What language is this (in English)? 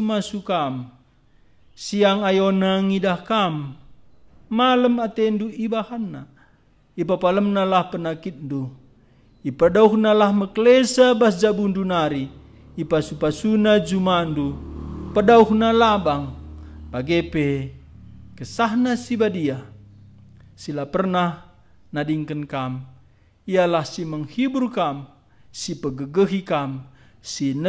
Batak Karo